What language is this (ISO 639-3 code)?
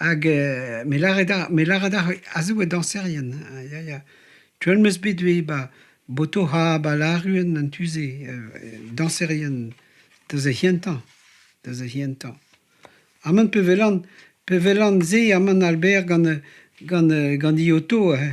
bre